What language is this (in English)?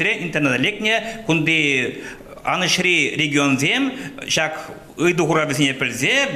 Chuvash